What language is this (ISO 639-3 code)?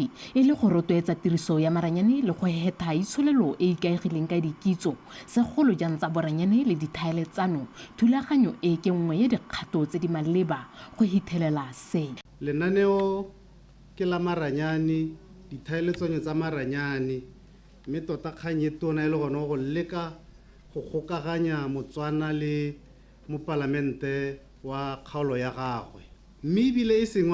tsn